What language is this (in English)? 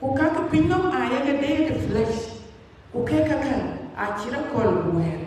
Dinka